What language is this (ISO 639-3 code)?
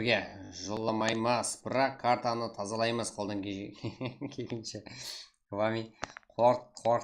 kaa